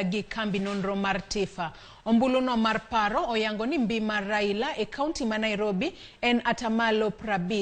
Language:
Luo (Kenya and Tanzania)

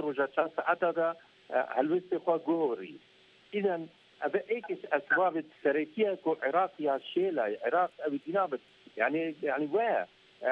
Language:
Kurdish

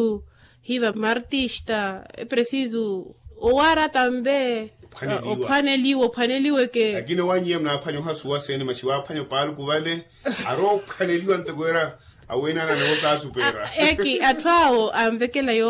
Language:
Makhuwa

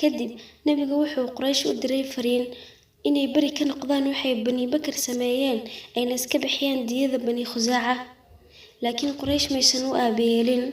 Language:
Somali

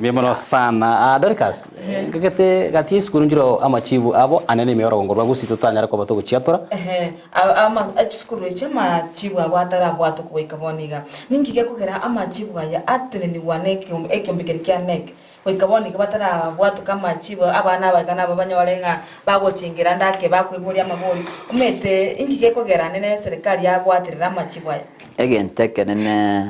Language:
Gusii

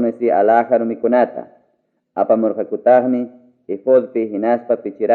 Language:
Ayacucho Quechua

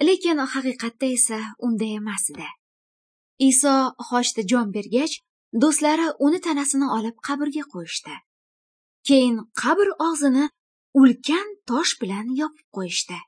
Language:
Uyghur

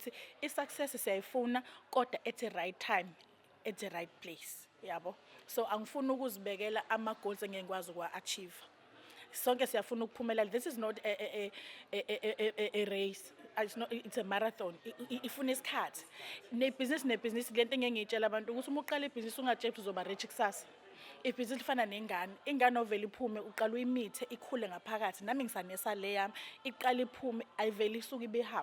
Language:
Zulu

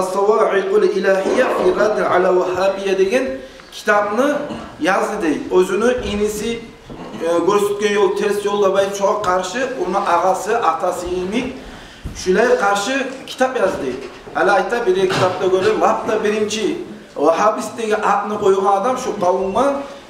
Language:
Kumyk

